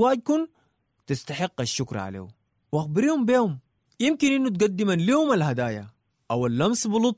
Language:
Sudanese Arabic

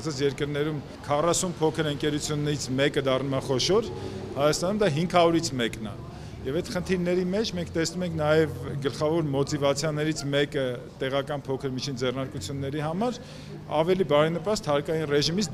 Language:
Armenian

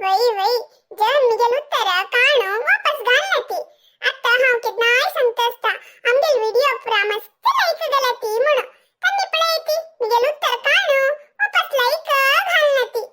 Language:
Konkani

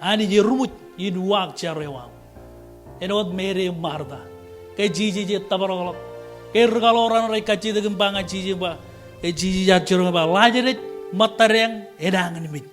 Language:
Marshallese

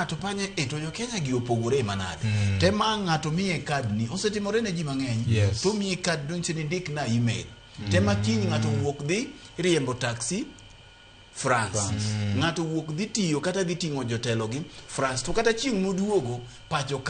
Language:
Luo (Kenya and Tanzania)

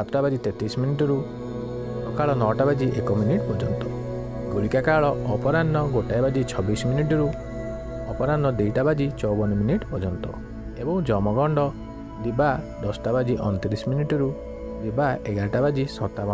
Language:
Odia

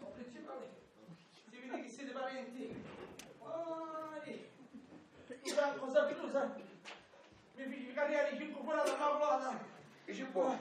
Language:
Sicilian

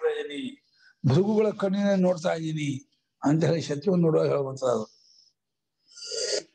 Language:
Kannada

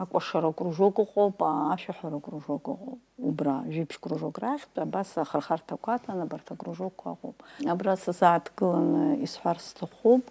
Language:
Abkhazian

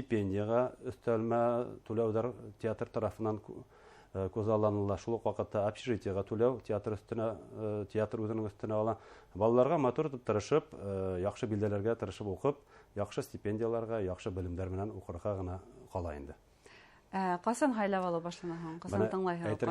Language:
Bashkir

